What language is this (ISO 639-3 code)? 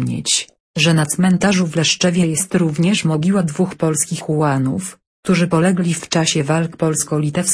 pol